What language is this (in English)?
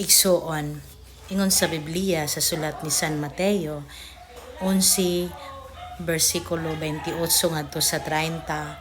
Cebuano